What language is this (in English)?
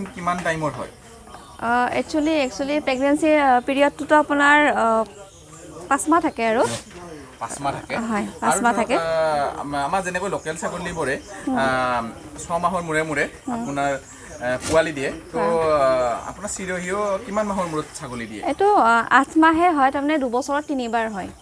Assamese